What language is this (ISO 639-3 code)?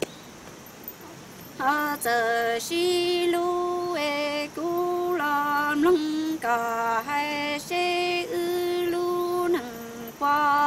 vie